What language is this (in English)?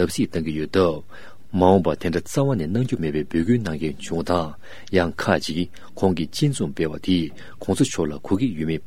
Tibetan